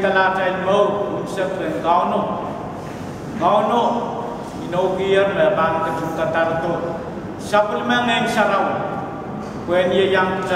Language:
Pohnpeian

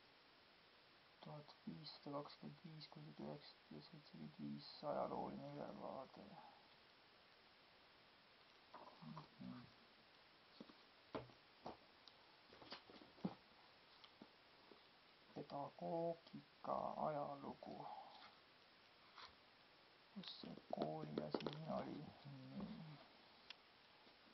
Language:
Estonian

